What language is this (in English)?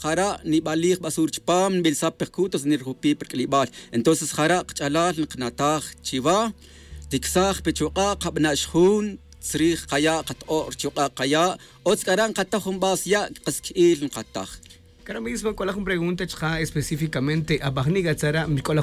Tz'utujil